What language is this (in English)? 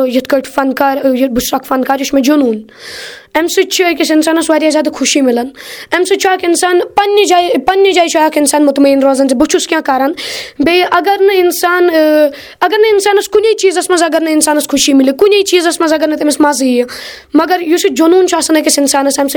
Kashmiri